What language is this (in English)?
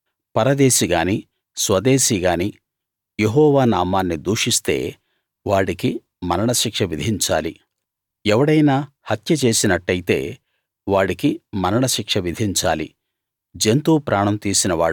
Telugu